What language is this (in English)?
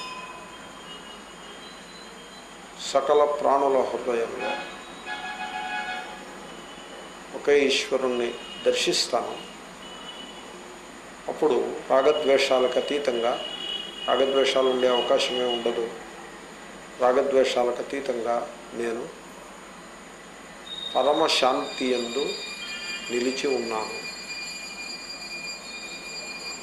Telugu